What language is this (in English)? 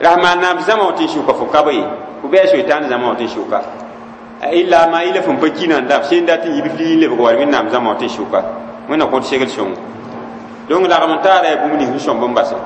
Mossi